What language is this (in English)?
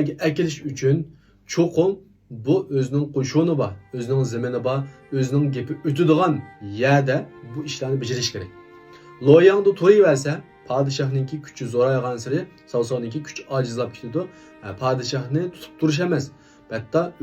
Uyghur